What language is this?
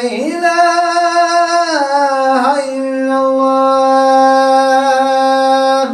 Chechen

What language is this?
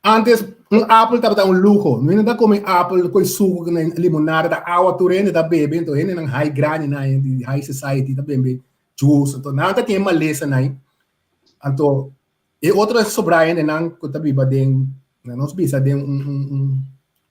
Papiamento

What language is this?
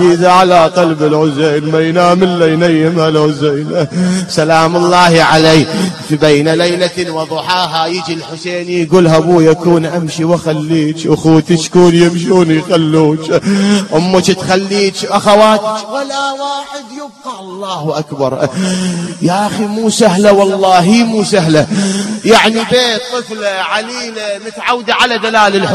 Mesopotamian Arabic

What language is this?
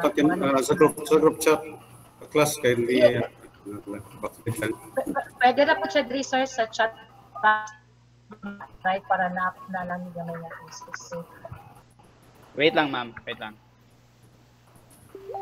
Filipino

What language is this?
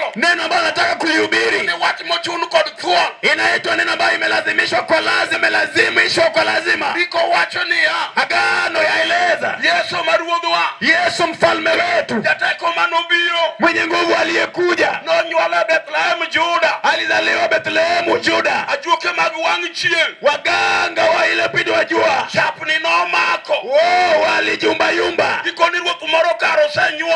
Luo (Kenya and Tanzania)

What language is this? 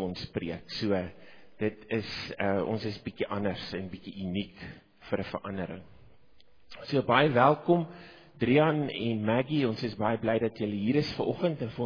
Afrikaans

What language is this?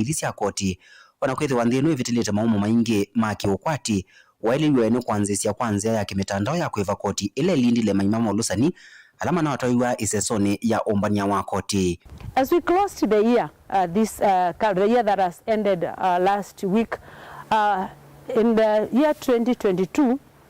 Kamba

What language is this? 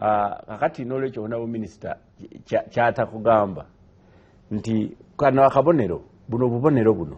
Ganda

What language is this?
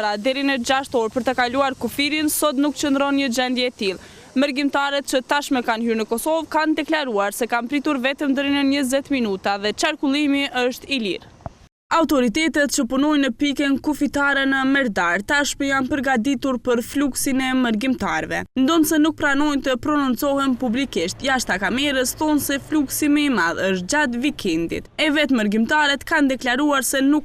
Albanian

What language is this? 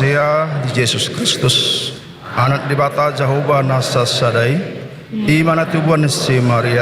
Batak Toba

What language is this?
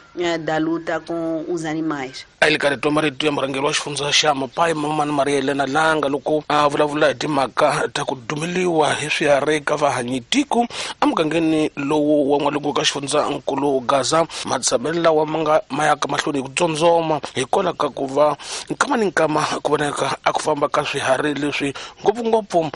Tsonga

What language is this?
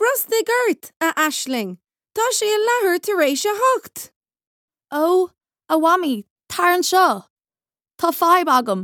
Irish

